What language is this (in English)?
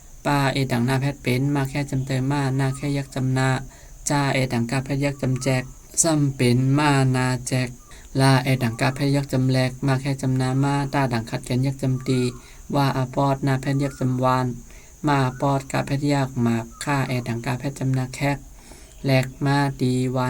Shan